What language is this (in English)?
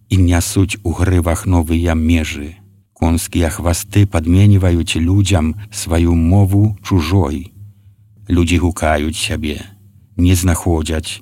Belarusian